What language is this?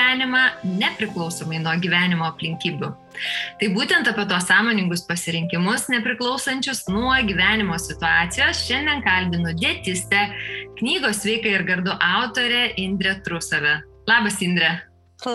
Lithuanian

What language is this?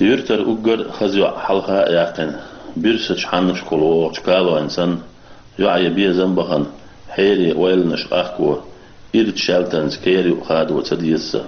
Chechen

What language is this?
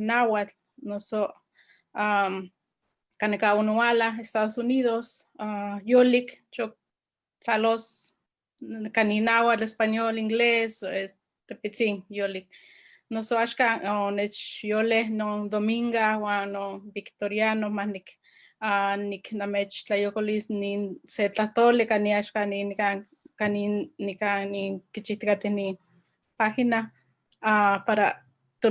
Eastern Huasteca Nahuatl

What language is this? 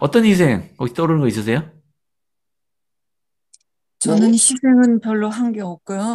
Korean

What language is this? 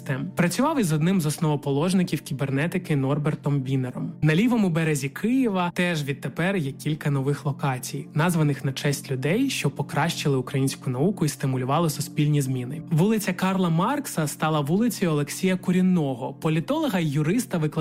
Ukrainian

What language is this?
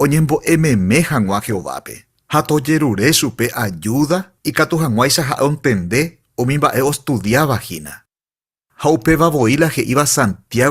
Guarani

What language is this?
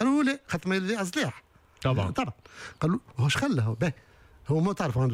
Tunisian Arabic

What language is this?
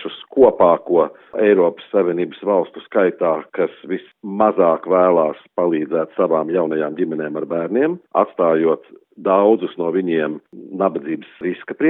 Latvian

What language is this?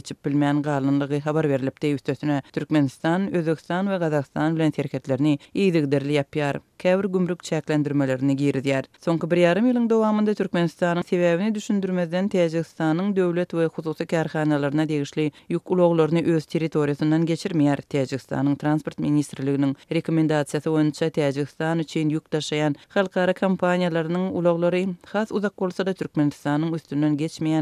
Turkmen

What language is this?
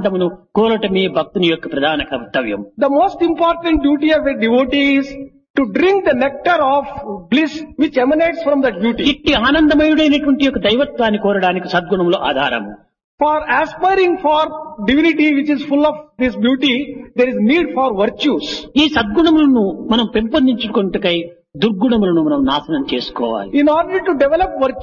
Telugu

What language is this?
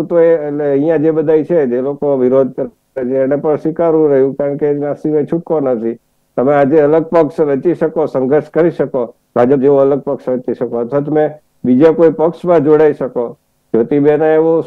Gujarati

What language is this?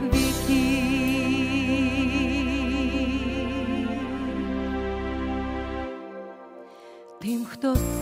Ukrainian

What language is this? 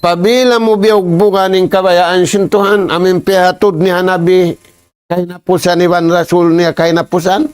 Tausug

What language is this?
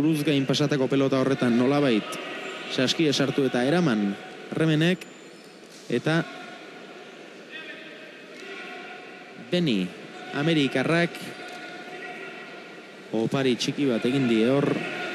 Basque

